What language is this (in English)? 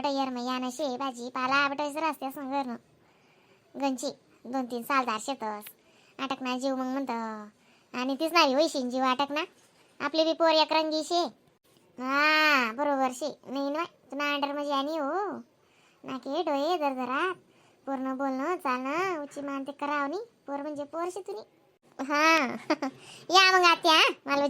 Khandesi